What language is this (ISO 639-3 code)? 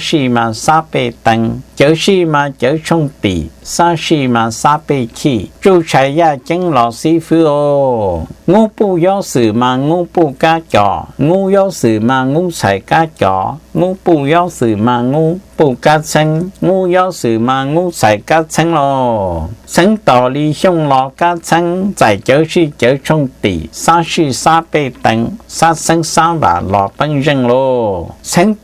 hmn